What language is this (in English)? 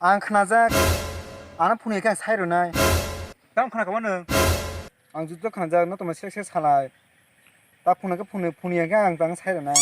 Kok Borok